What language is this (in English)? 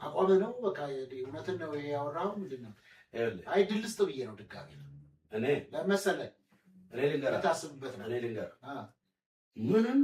Amharic